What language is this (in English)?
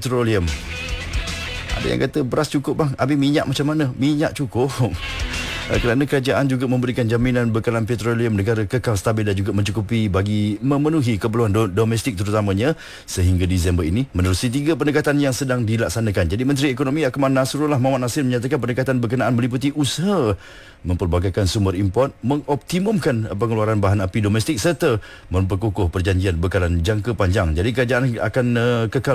Malay